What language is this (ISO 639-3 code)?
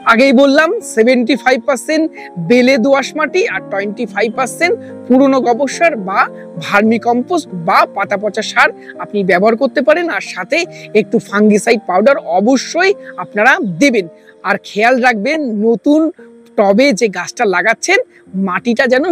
ben